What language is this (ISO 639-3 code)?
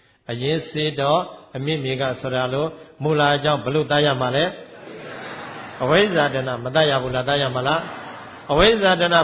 mya